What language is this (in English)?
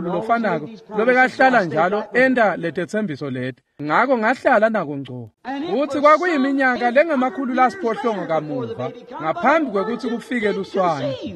Swati